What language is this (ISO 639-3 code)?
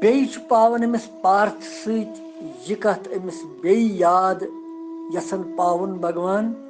kas